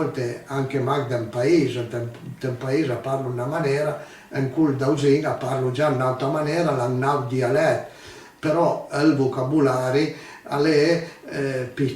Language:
Piedmontese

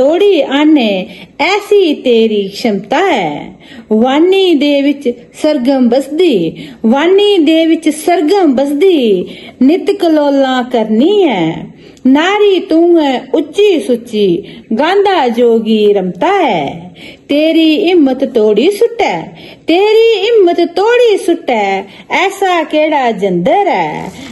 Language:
Dogri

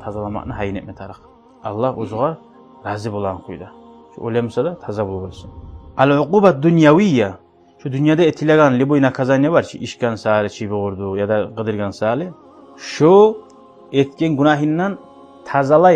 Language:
Kumyk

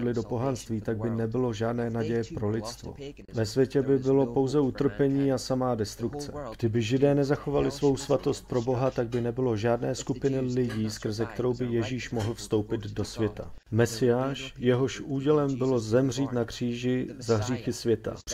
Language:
Czech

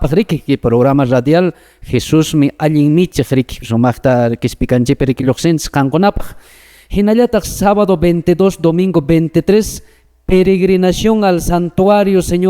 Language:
Quechua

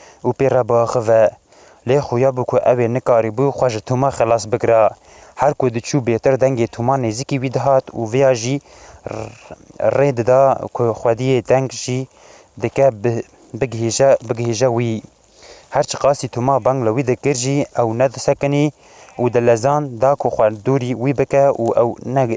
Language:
Kurdish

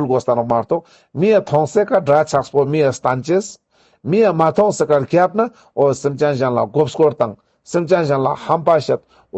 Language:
Ladakhi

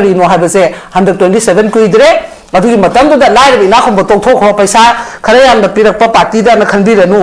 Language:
Manipuri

